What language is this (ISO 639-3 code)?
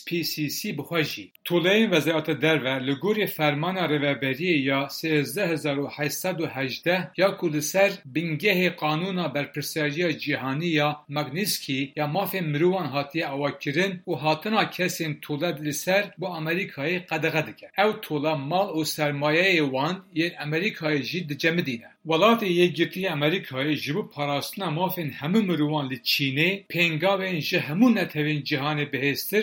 kur